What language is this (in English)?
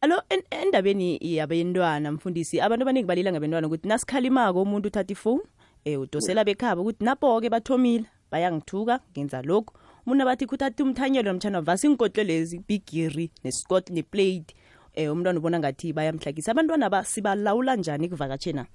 South Ndebele